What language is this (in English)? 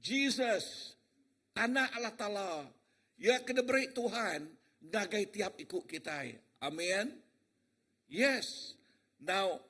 Iban